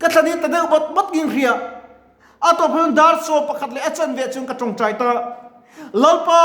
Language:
Mizo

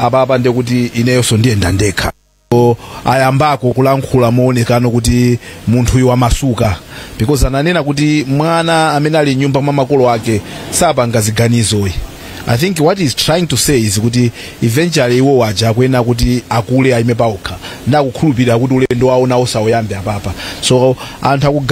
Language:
Nyanja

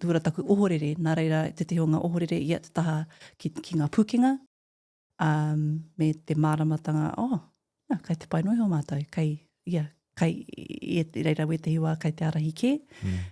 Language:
Māori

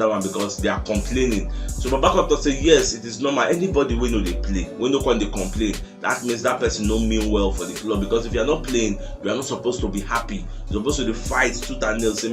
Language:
Nigerian Pidgin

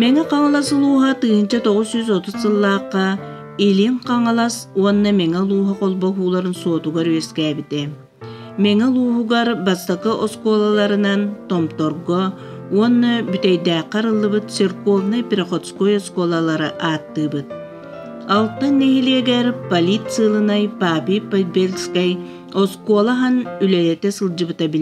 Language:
Yakut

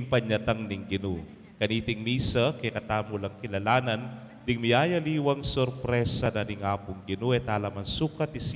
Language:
Pampanga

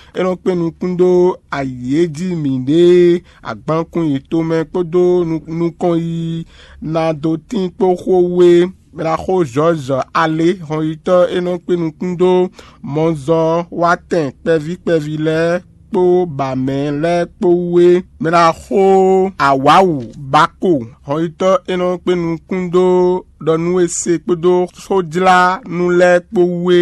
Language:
Fon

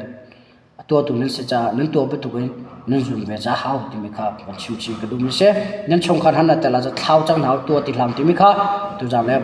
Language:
Hakha Chin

